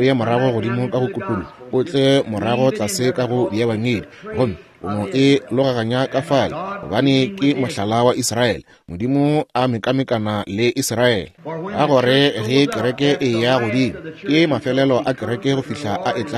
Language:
Northern Sotho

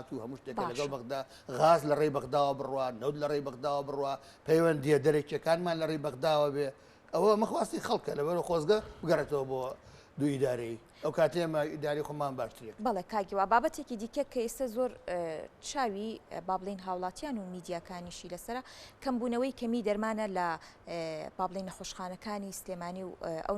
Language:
Central Kurdish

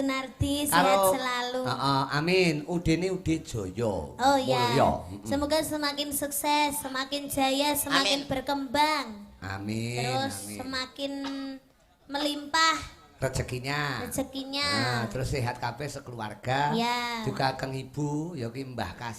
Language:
Javanese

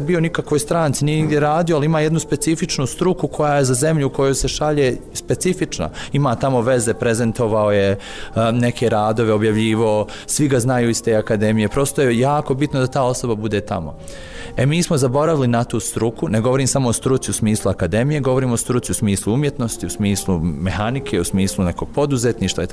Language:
Bosnian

